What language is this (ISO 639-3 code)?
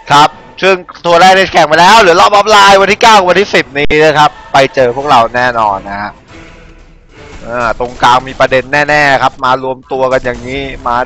tha